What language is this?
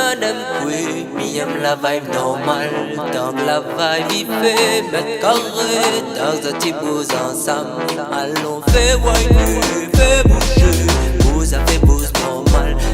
Réunion Creole French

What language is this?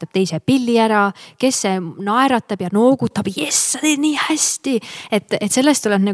Estonian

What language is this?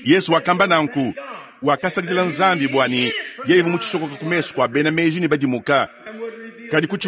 Luba-Lulua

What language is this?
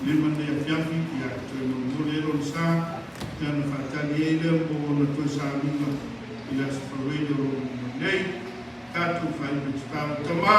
Samoan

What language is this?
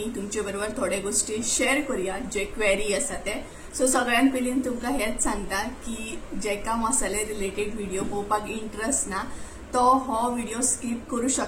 Konkani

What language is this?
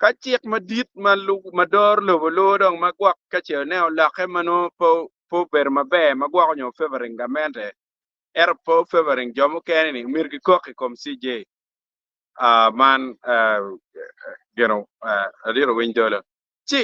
Acoli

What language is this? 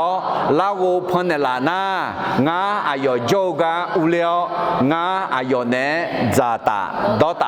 Akha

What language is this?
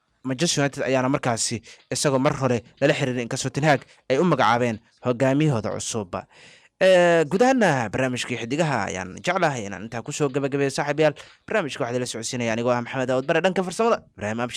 Somali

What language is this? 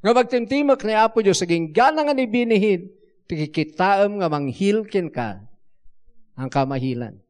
Iloko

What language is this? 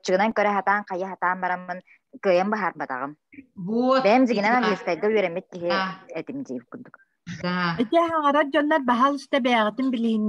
Yakut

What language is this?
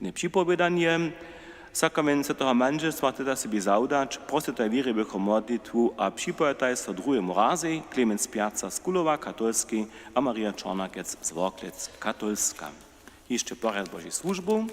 Upper Sorbian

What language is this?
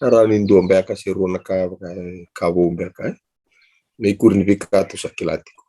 Fijian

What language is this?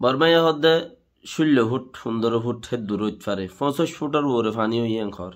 Rohingya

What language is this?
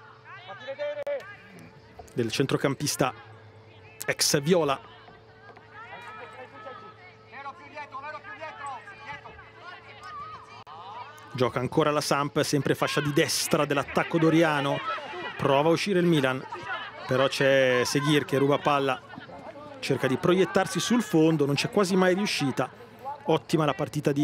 Italian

